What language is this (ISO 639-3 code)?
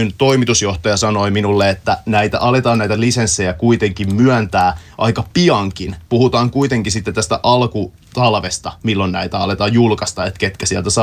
fin